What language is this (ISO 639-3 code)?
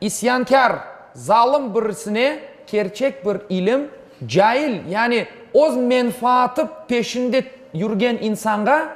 crh